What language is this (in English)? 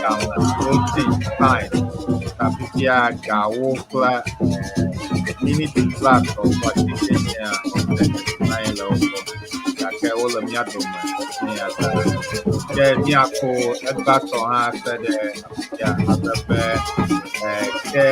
Ewe